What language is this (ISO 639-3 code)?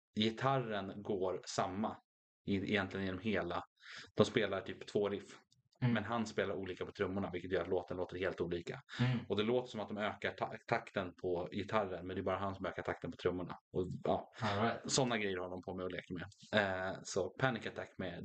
swe